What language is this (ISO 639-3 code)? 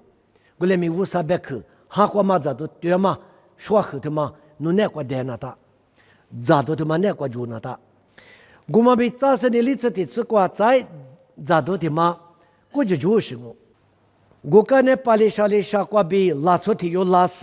lis